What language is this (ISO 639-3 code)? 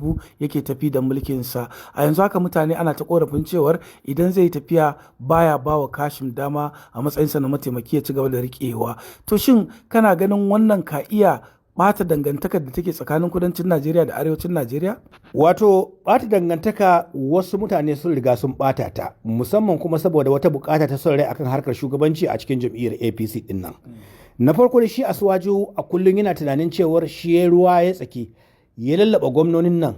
hau